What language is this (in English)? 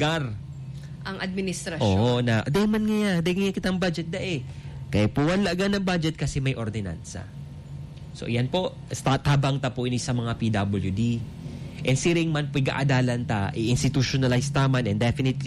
Bikol